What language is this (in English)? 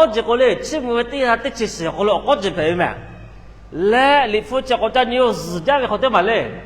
Lahu